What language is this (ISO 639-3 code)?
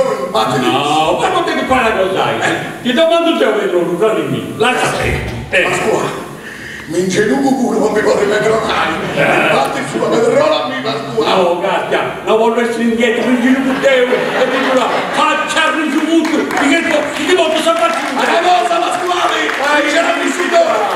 srd